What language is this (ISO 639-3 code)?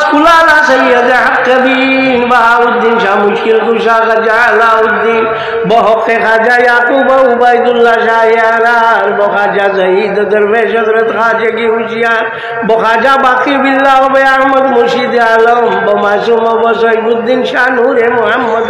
syl